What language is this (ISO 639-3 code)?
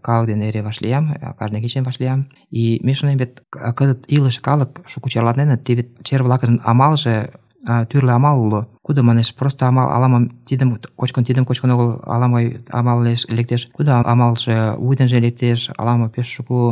chm